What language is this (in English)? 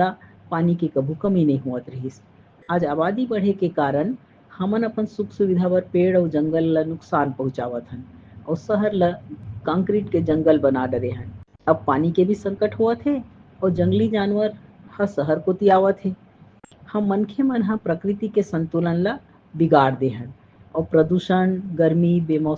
Chhattisgarhi